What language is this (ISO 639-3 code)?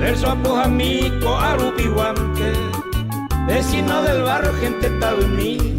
grn